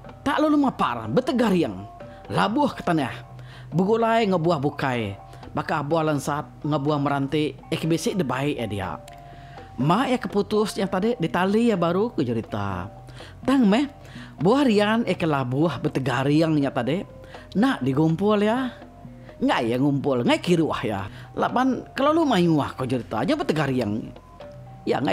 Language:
Iban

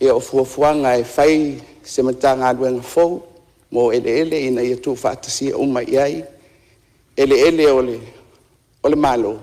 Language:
Samoan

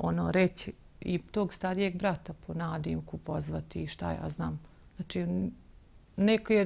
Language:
Bosnian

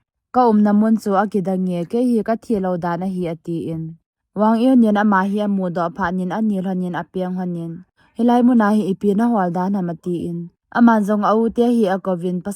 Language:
Thado Chin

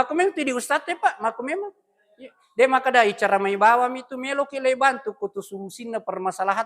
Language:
Buginese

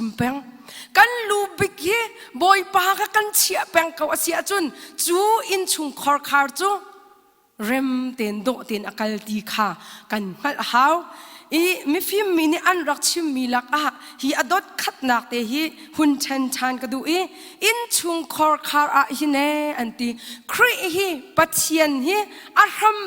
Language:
Hakha Chin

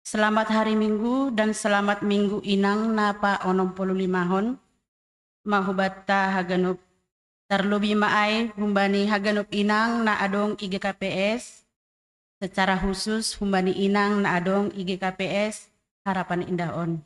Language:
Batak Simalungun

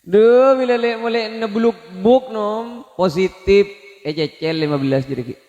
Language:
Madurese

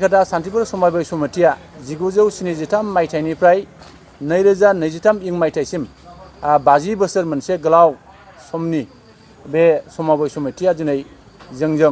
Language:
Bodo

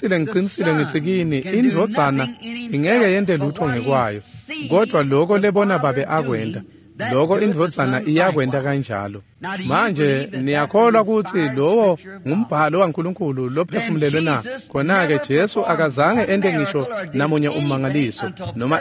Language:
Swati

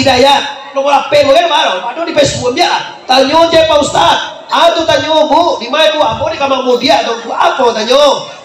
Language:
Minangkabau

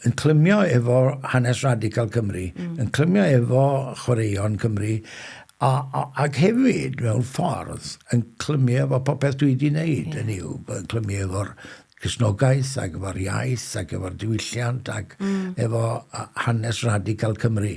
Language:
Welsh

